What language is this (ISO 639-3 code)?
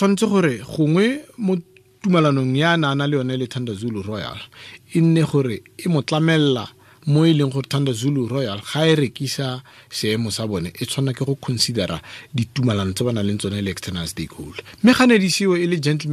tsn